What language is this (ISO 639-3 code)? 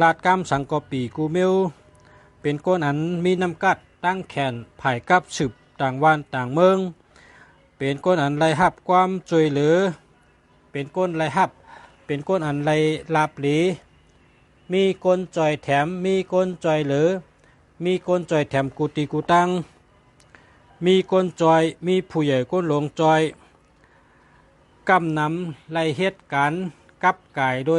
shn